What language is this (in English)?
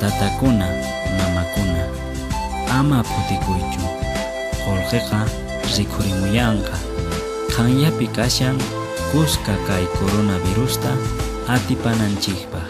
Quechua